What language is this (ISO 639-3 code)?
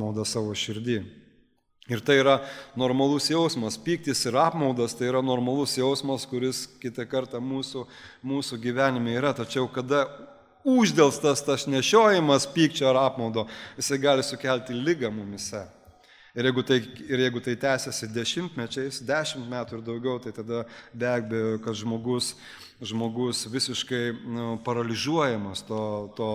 lit